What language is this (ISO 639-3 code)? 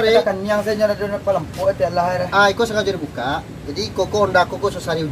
min